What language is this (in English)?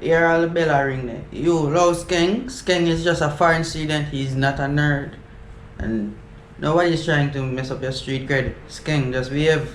Jamaican Creole English